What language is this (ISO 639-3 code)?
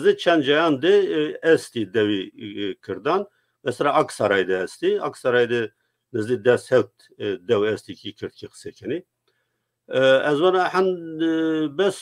zza